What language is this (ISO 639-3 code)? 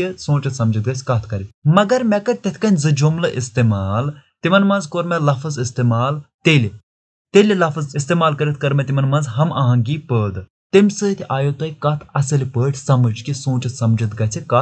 kas